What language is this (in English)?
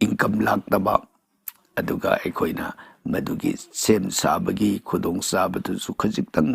Manipuri